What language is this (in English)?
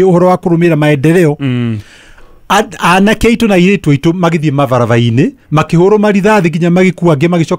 Kikuyu